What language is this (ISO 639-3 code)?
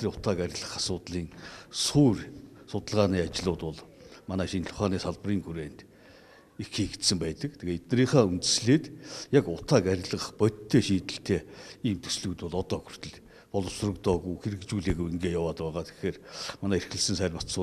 mon